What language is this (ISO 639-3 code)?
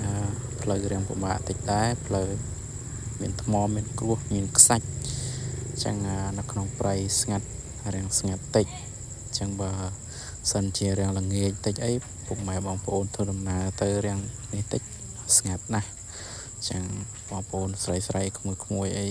khm